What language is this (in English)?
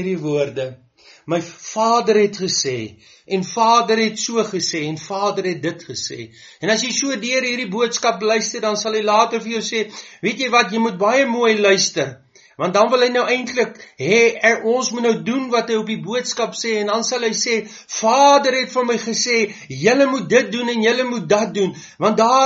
Afrikaans